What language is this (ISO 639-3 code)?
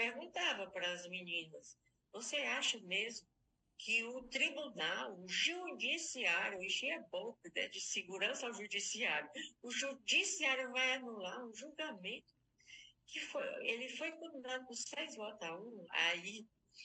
por